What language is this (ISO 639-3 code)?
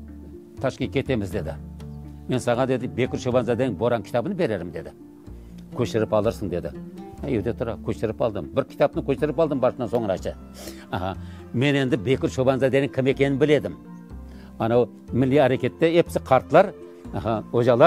crh